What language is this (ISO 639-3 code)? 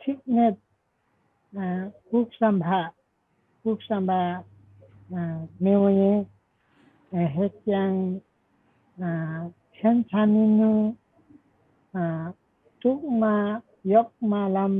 lif